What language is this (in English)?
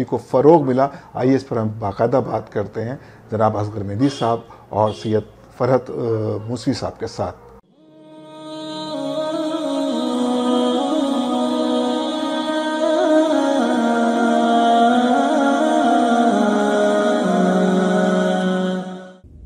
Urdu